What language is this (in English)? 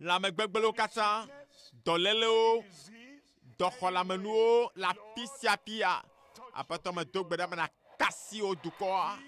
Ewe